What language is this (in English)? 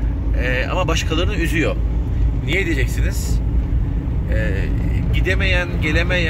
Turkish